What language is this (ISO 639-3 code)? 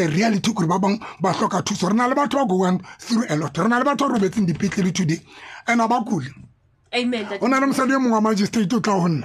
tsn